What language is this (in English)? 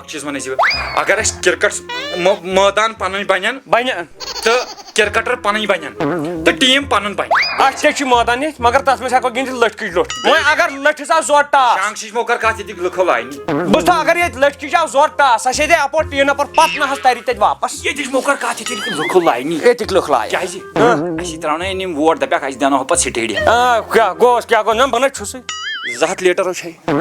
Kashmiri